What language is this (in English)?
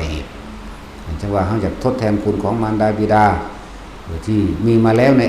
Northeastern Thai